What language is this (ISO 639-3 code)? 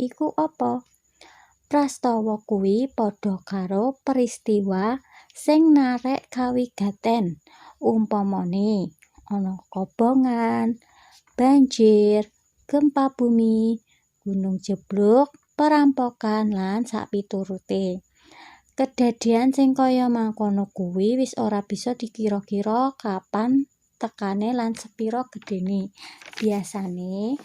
jav